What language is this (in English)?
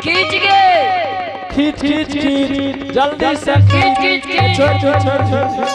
Angika